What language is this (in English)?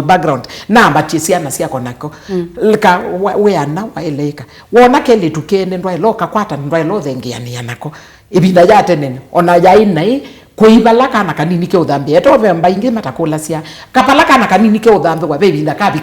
Kamba